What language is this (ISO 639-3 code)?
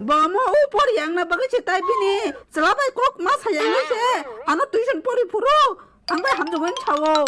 trp